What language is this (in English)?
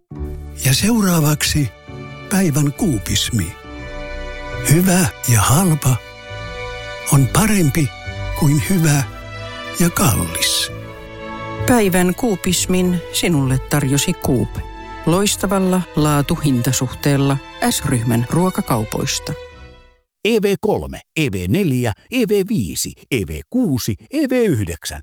Finnish